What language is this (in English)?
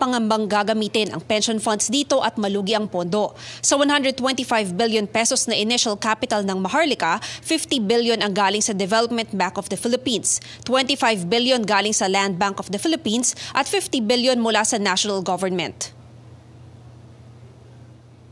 Filipino